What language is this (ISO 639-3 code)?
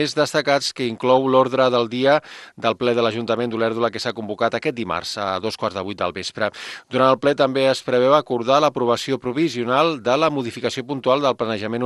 cat